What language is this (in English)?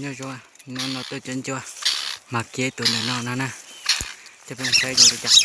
Hmong